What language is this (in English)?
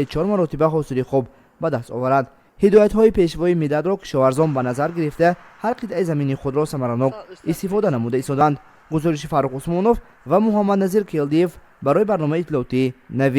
Tajik